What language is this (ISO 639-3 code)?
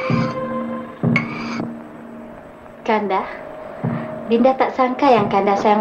msa